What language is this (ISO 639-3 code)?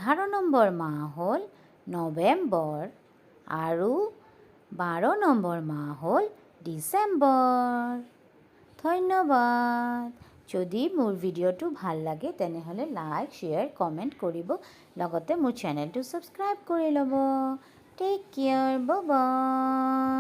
asm